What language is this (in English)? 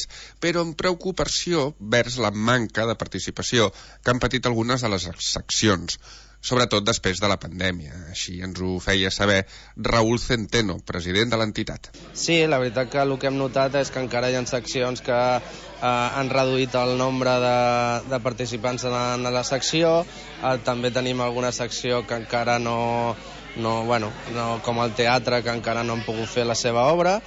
Catalan